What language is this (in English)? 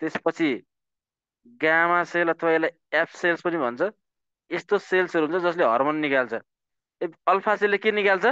Nepali